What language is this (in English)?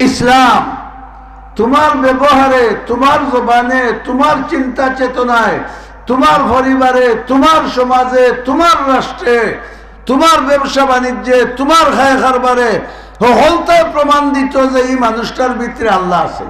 Sylheti